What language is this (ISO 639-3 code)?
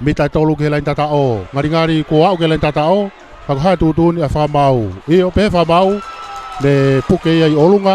ton